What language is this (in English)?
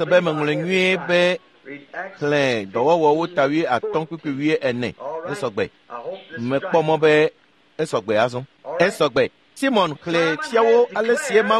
Ewe